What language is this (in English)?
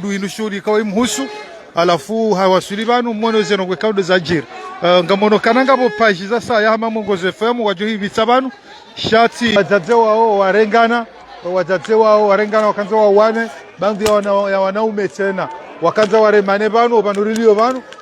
Ngazidja Comorian